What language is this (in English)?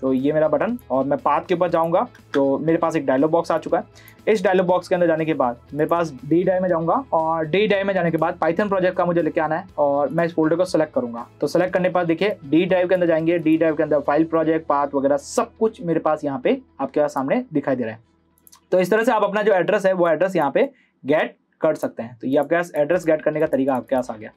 Hindi